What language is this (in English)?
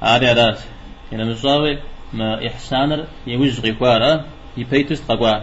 Kabardian